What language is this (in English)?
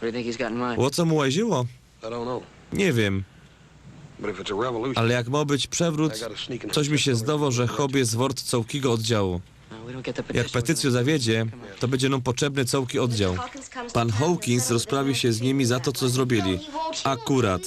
Silesian